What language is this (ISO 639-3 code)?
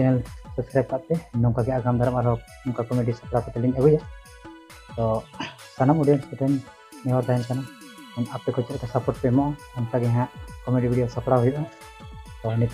sat